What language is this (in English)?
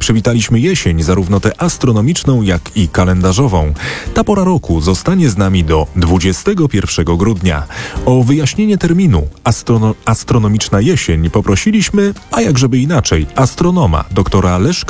Polish